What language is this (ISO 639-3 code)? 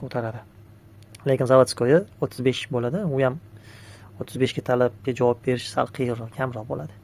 uzb